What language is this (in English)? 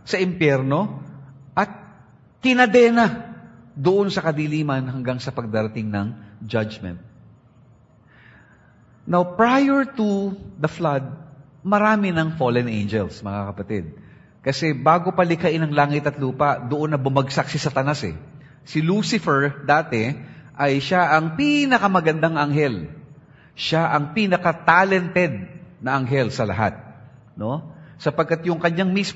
Filipino